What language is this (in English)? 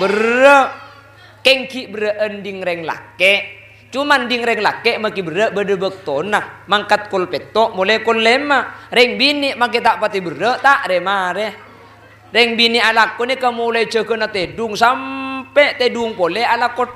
Madurese